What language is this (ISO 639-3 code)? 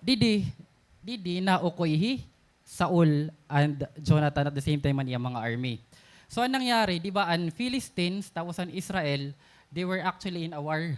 war